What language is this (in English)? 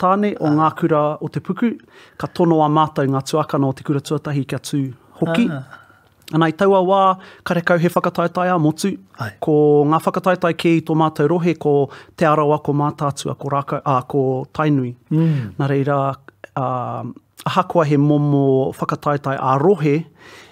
Māori